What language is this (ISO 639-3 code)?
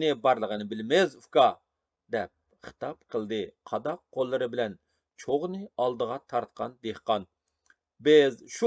uig